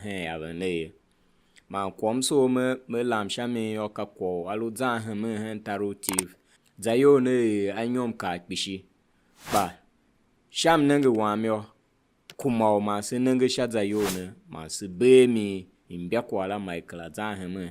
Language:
Tiv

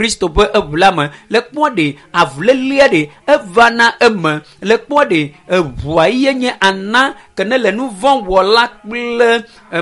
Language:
Ewe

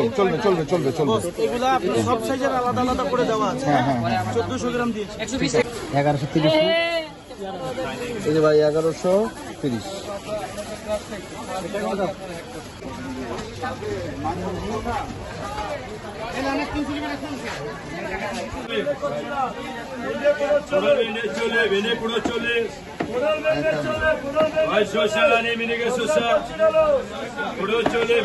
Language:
Bangla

